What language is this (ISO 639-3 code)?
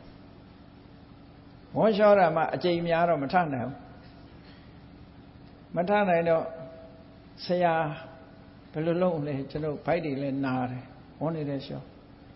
mya